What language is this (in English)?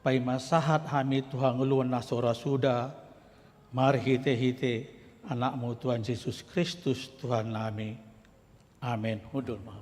Batak Toba